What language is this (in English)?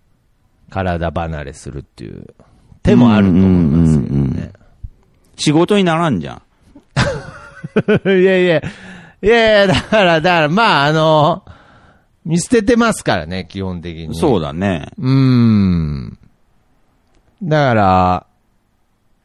Japanese